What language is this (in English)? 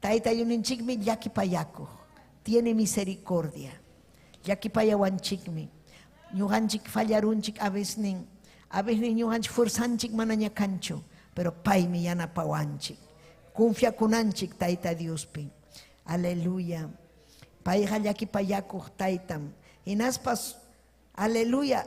Ayacucho Quechua